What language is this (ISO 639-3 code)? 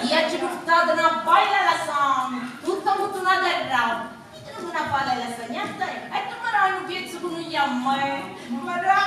nap